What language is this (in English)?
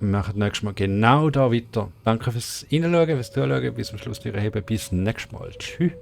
Swiss German